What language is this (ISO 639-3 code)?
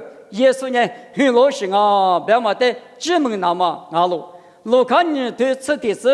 lis